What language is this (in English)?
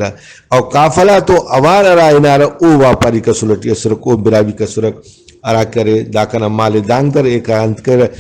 Brahui